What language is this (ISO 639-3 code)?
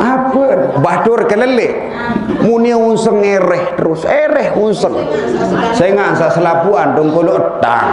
sas